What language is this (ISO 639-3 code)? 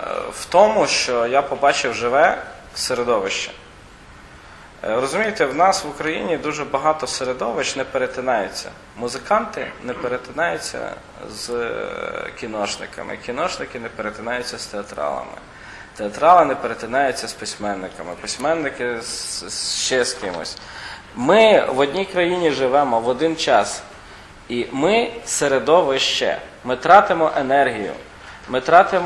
ukr